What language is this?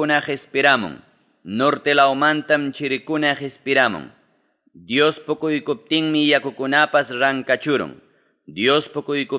Ayacucho Quechua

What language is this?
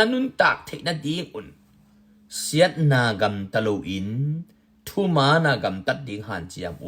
Tedim Chin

